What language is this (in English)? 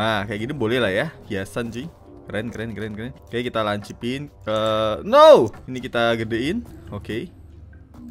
Indonesian